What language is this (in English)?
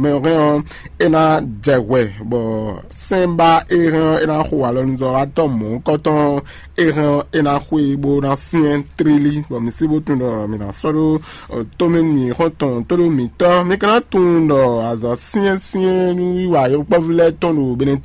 Fon